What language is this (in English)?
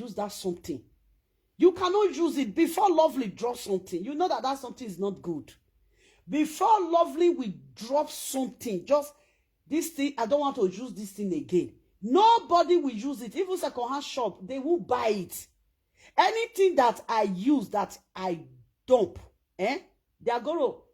Nigerian Pidgin